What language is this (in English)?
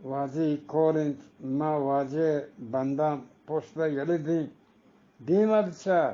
Eastern Balochi